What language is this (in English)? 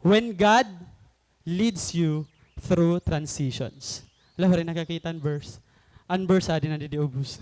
Waray